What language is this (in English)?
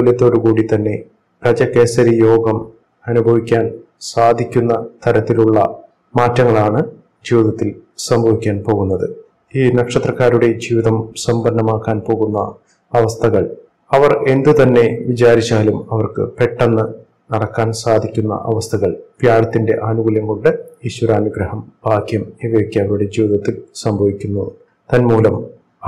Malayalam